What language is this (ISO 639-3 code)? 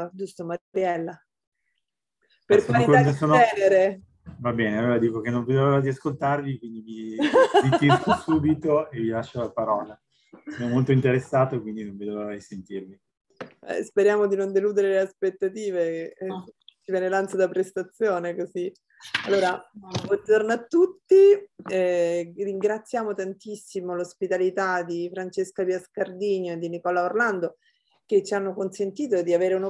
ita